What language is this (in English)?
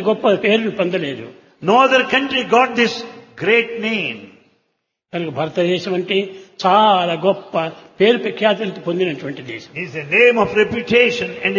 Telugu